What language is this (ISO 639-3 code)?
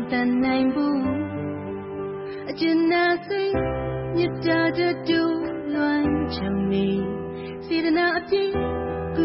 mya